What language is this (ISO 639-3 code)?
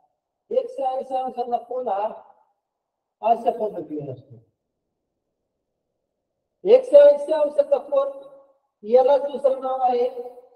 mar